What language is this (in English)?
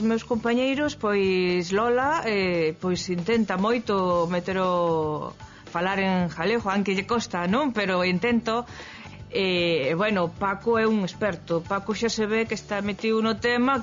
Galician